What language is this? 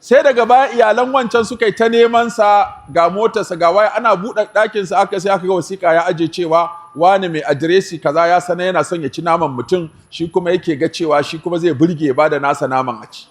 Hausa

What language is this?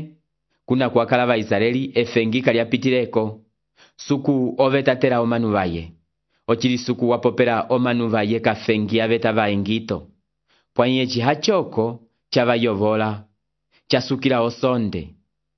Umbundu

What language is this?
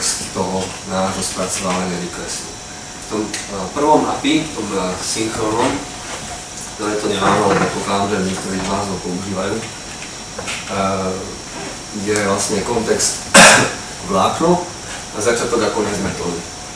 Slovak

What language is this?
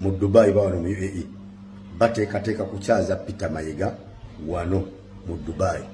Ganda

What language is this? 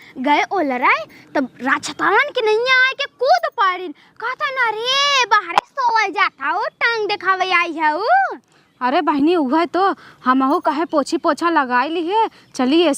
Awadhi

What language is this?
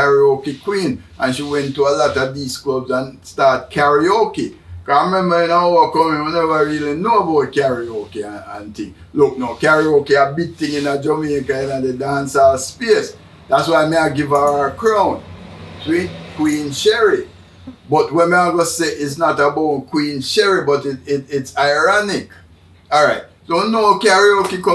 Jamaican Creole English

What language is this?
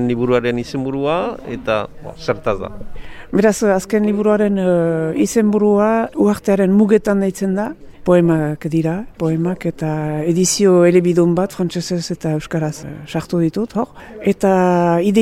Basque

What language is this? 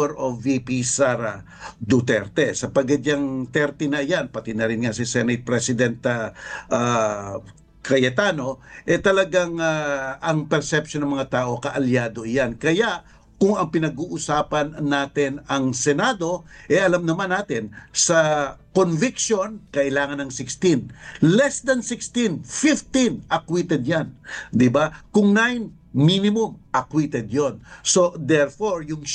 Filipino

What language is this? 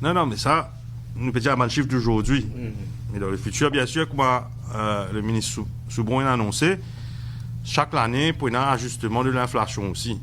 Morisyen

